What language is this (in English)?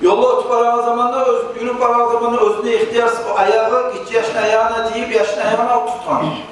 Kumyk